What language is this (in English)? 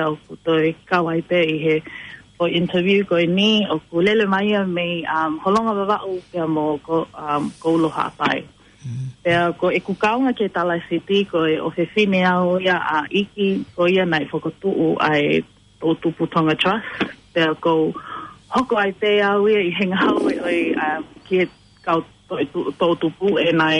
Tongan